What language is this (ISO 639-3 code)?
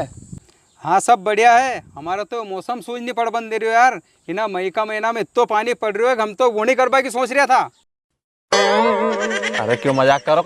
raj